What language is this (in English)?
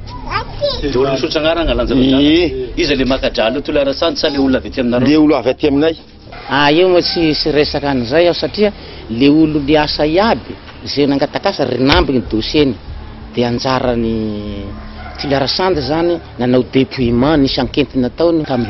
Malagasy